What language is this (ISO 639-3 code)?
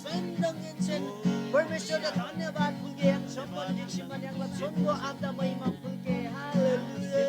taj